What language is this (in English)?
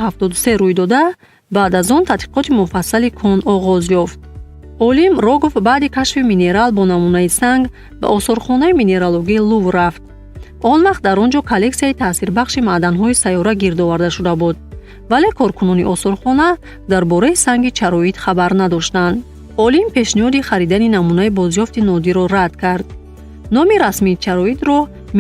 Tajik